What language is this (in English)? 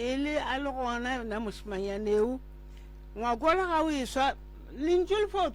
Northern Sotho